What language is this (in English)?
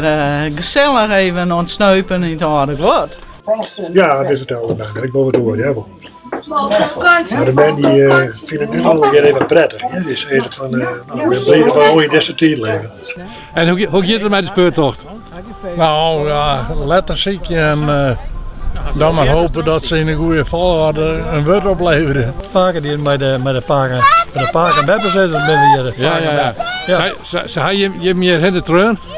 Western Frisian